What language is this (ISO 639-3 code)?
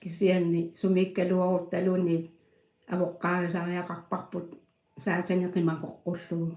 kal